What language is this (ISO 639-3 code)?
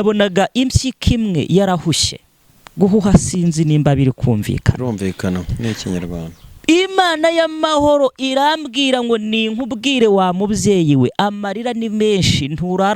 kin